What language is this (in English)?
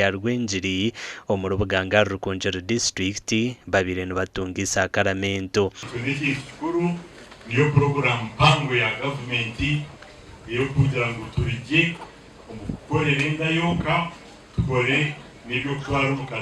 Nyankole